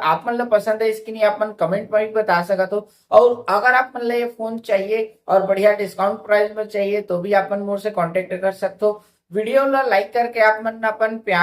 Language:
Chhattisgarhi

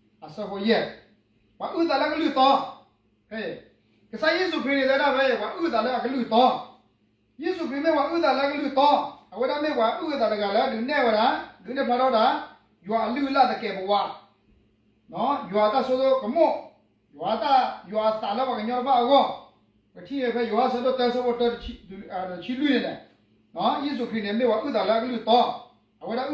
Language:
S'gaw Karen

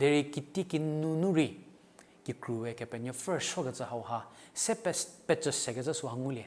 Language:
Angami Naga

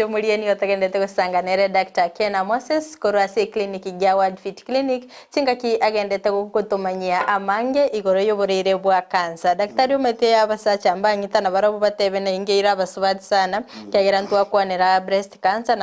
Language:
Gusii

